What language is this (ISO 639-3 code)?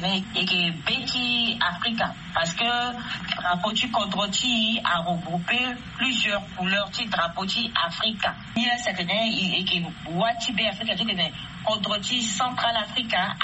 sag